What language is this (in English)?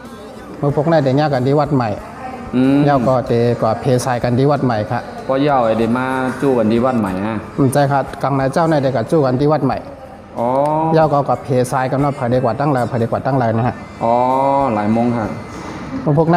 Shan